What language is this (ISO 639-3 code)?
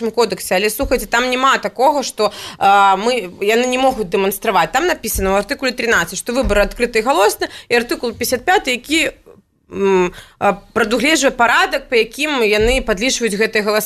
bel